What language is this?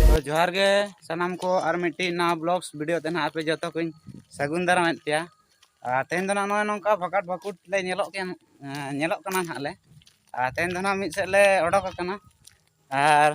Santali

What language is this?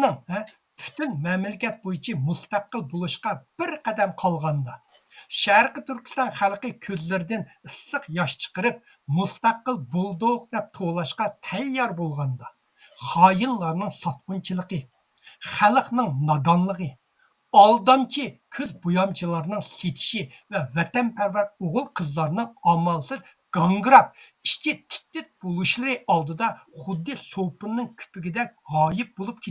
Uyghur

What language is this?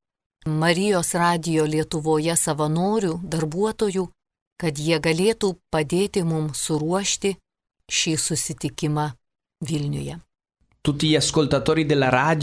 Lithuanian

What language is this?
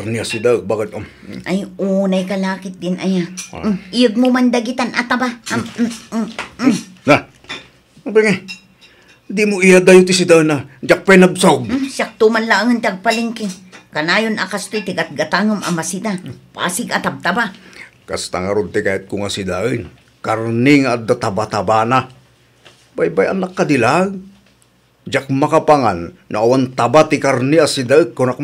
Iloko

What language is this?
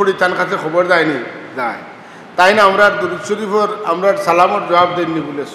Sylheti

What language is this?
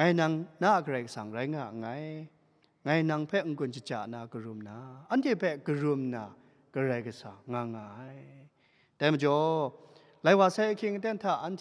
Kachin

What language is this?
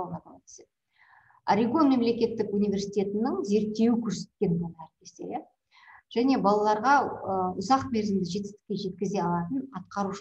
Kazakh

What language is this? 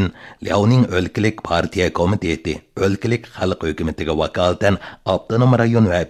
Uyghur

